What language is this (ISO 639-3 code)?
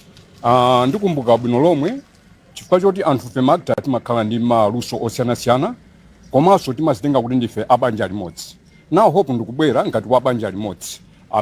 nya